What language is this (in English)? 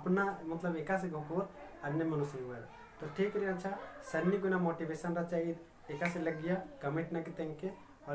Kurukh